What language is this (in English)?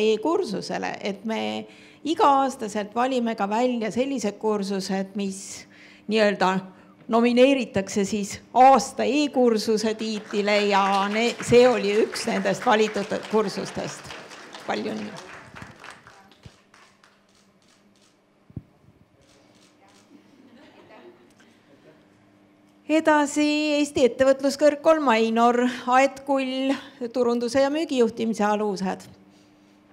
Estonian